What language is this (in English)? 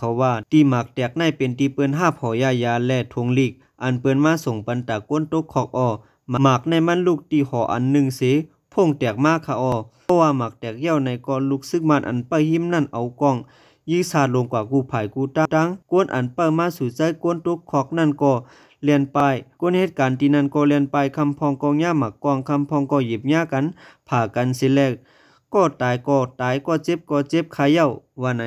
Shan